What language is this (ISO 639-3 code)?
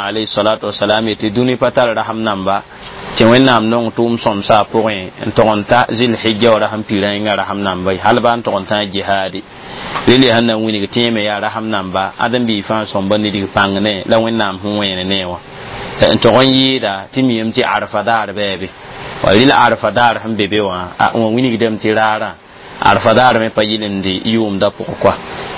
mos